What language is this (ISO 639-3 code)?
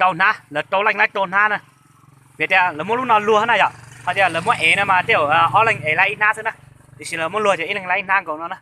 hmn